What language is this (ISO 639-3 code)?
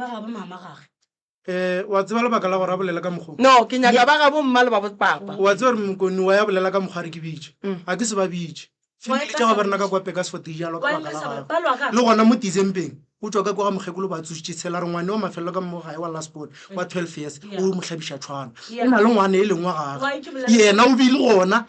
nso